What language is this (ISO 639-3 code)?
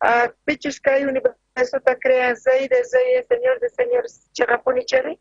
quh